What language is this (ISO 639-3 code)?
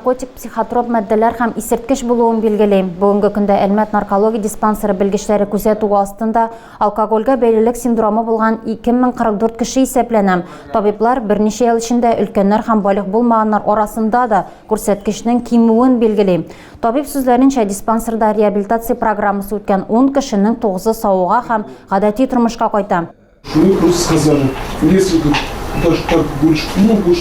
tat